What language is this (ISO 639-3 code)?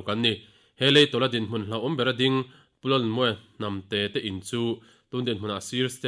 lus